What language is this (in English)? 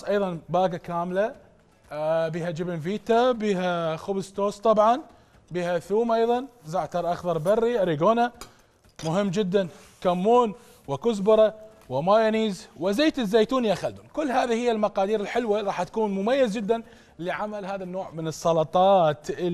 Mesopotamian Arabic